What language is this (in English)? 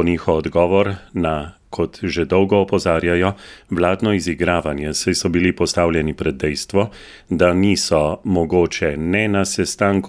Slovenian